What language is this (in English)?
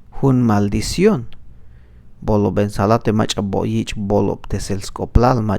Tzeltal